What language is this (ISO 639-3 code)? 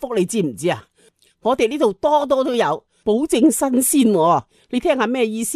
yue